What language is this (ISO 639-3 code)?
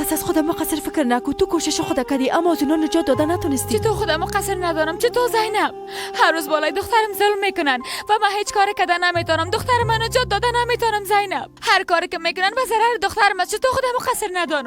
fas